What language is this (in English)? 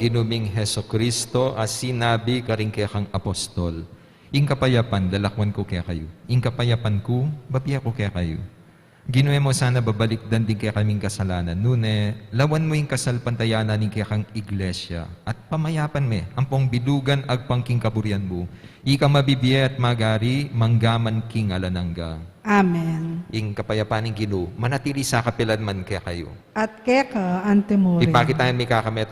Pampanga